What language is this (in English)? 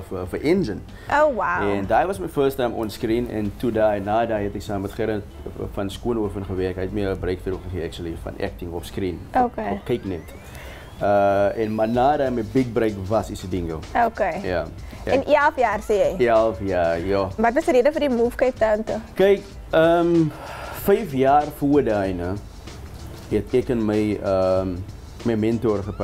Afrikaans